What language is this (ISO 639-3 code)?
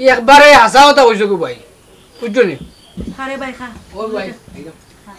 syl